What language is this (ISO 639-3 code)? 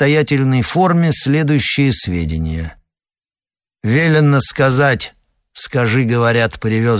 rus